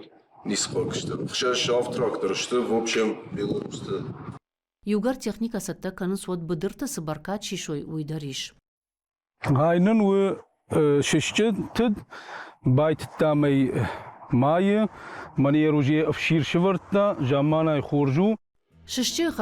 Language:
Ossetic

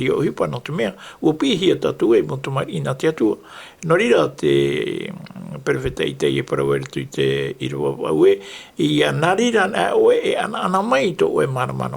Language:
Tahitian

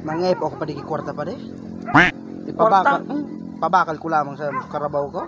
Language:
Bikol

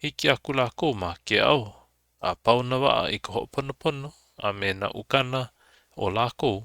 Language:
Hawaiian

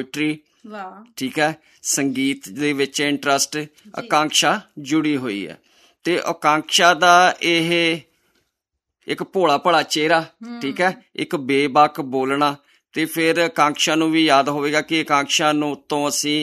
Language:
Punjabi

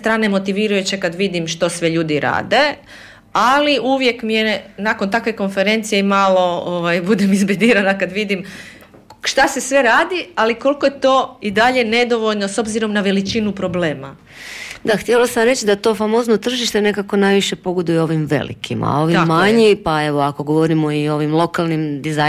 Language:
Croatian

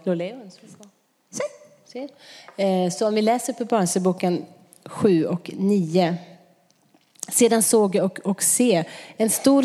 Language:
Swedish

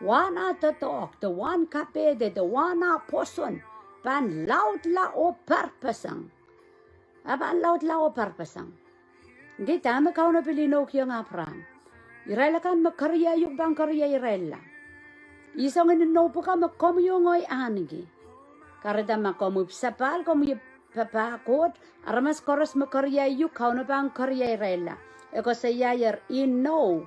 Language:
Pohnpeian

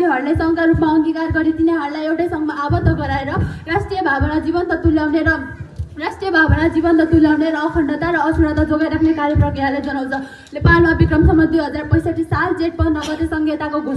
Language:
Nepali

